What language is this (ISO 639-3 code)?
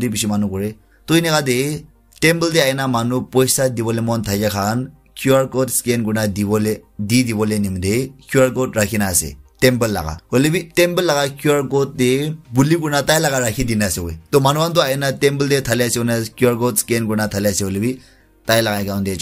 nag